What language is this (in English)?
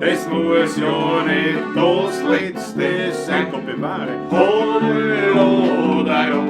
Bavarian